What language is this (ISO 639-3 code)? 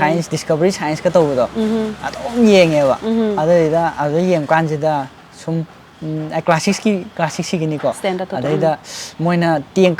mni